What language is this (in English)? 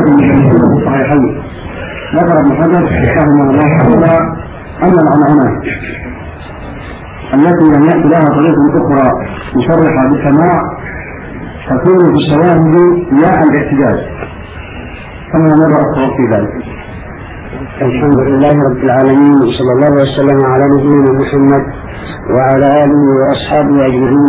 Arabic